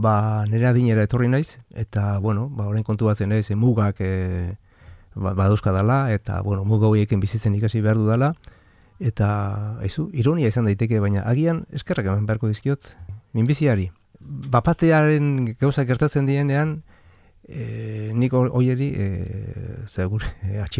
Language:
Basque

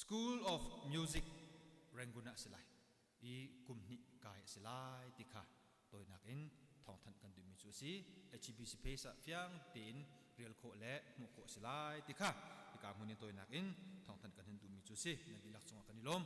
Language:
Hakha Chin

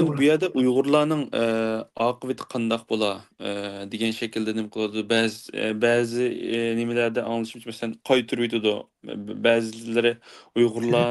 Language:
Uyghur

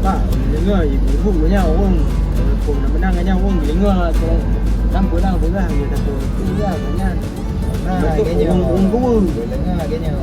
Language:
Achinese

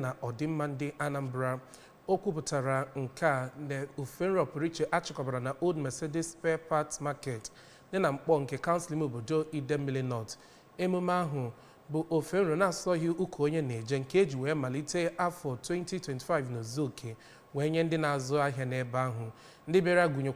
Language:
Igbo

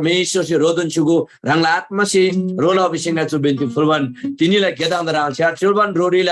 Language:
Eastern Tamang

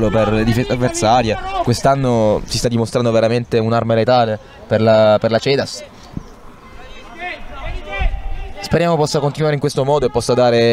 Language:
Italian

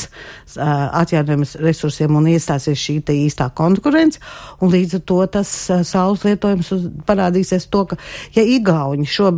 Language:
Latvian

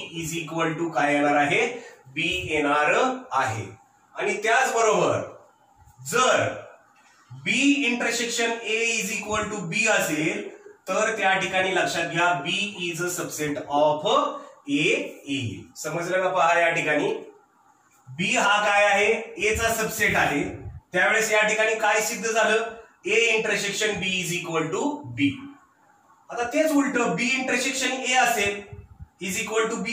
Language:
Marathi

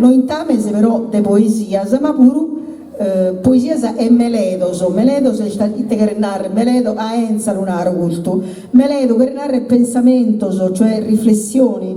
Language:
Sardinian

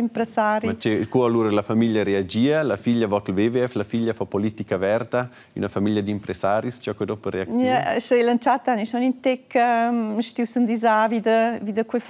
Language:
Romansh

